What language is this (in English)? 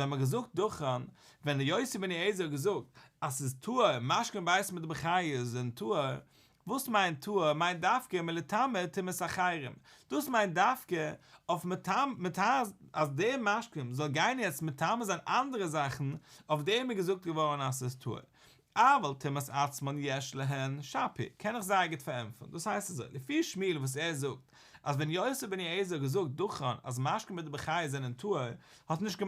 Yiddish